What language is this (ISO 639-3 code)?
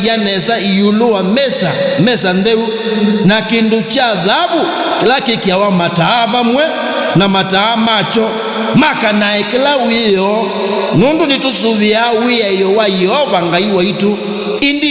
kam